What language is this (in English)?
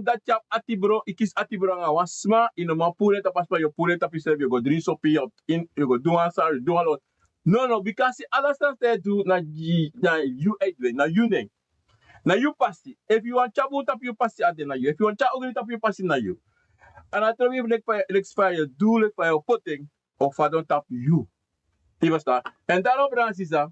Sranan Tongo